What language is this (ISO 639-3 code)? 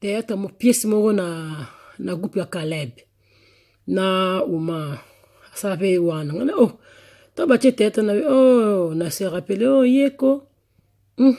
lin